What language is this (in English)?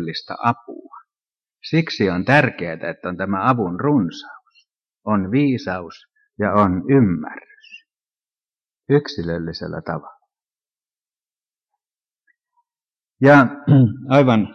Finnish